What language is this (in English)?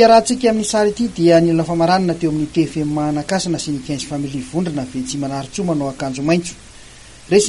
Malagasy